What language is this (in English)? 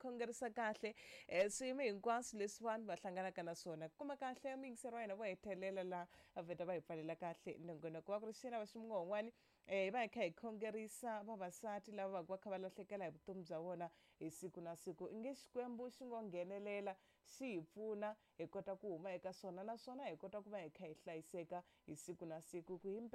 Tsonga